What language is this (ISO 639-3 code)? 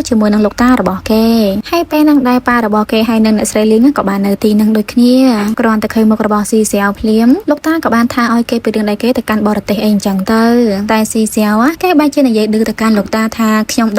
khm